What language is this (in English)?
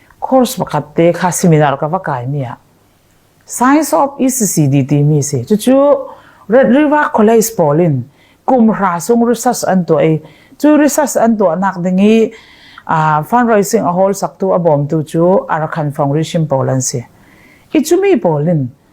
Falam Chin